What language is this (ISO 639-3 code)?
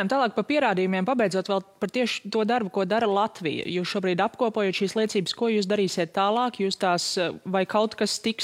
lav